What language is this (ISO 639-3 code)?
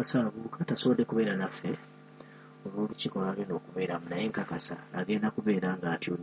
lug